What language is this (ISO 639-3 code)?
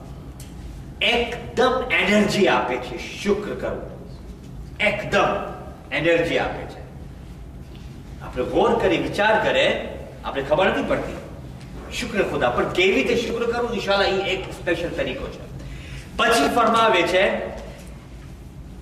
guj